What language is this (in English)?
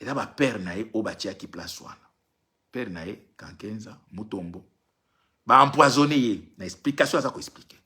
Lingala